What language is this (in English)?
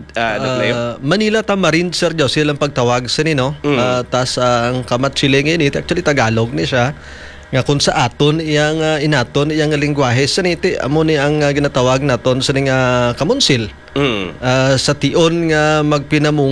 Hiligaynon